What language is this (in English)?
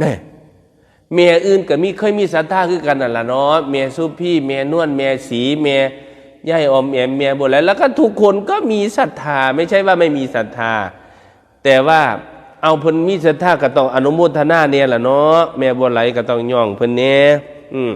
Northeastern Thai